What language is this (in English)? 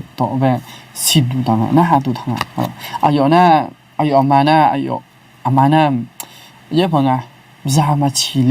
Akha